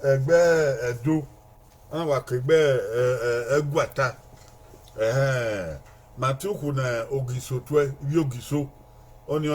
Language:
Bini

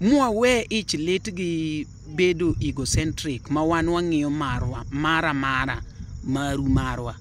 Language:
Luo (Kenya and Tanzania)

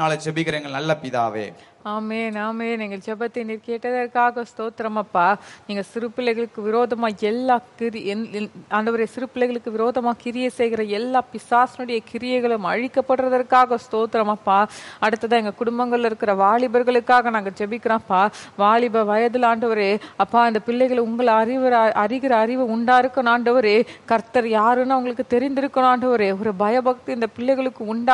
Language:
Tamil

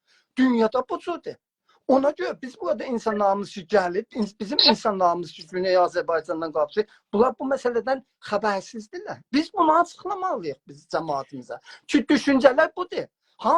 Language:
South Azerbaijani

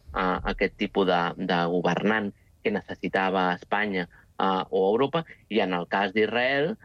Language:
Catalan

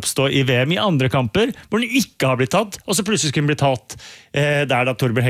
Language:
Norwegian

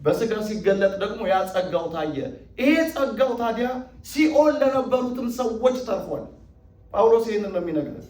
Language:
Amharic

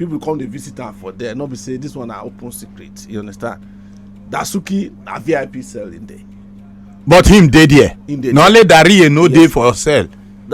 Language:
Nigerian Pidgin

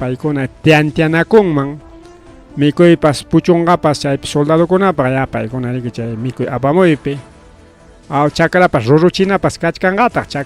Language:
Ayacucho Quechua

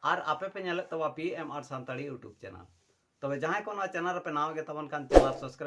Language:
Santali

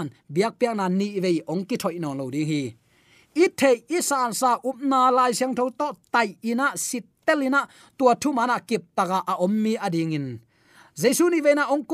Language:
Tedim Chin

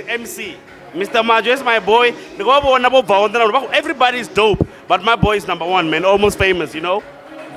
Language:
Venda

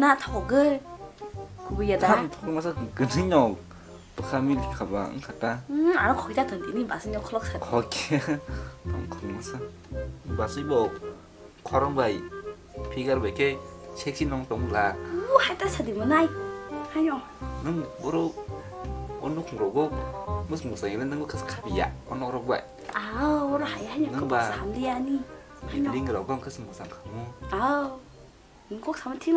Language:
Kok Borok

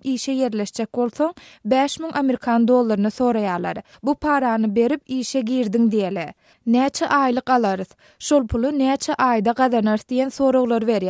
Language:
Turkmen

